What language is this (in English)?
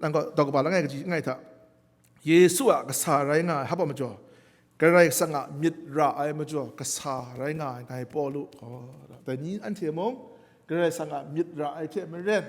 Kachin